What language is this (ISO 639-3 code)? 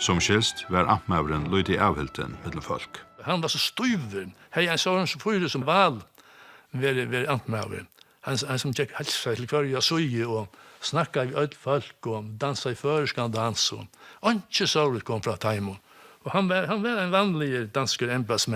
fao